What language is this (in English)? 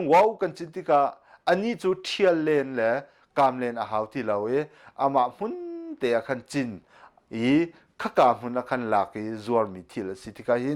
Hakha Chin